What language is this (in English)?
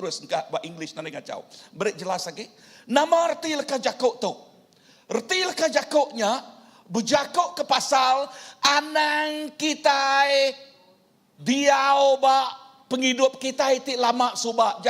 Iban